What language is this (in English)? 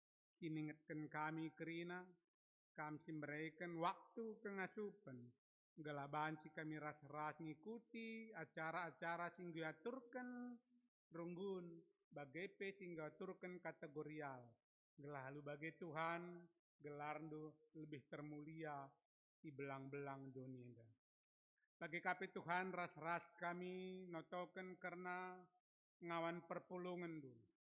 Batak Karo